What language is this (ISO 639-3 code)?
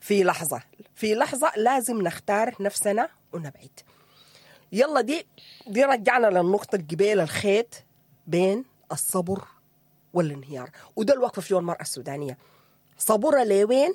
apd